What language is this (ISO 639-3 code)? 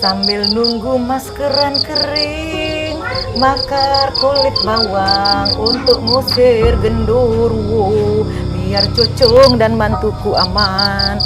mui